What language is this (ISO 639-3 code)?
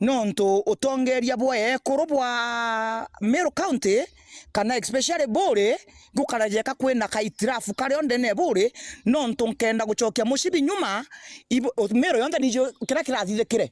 mer